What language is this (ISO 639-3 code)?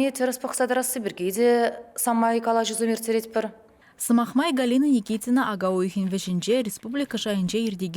chv